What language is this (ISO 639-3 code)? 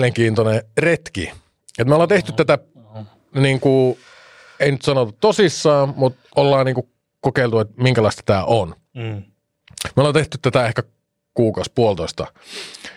fin